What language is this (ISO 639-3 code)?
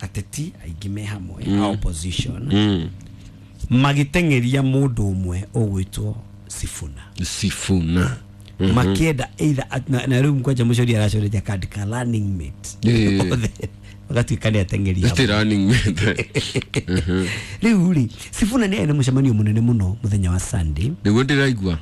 kik